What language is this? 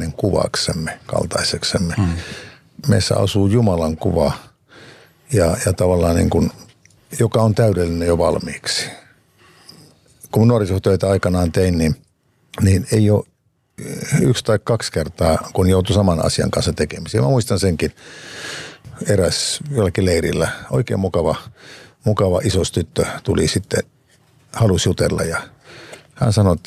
Finnish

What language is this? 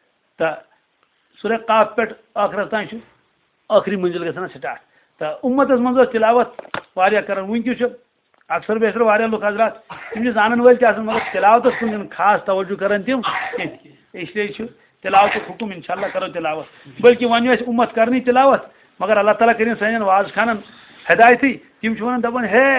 Kashmiri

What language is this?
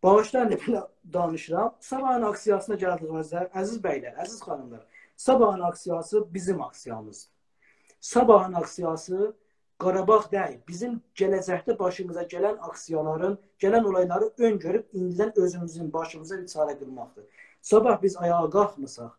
South Azerbaijani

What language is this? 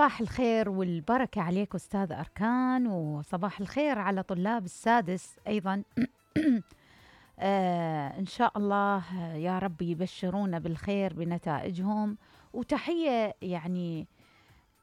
Mesopotamian Arabic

